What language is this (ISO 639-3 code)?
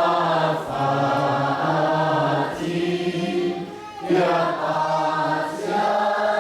cnh